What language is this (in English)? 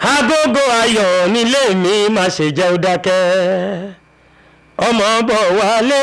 Yoruba